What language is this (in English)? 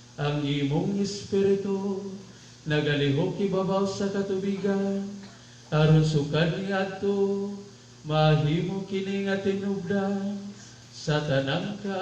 Cebuano